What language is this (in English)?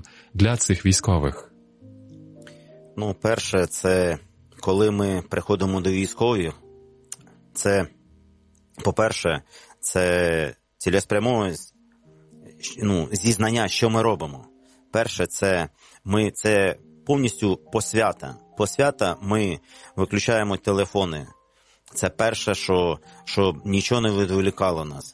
Ukrainian